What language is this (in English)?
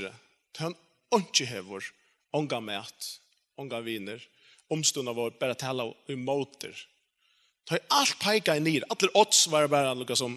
Faroese